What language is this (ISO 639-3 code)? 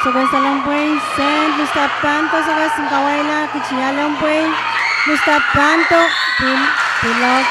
pon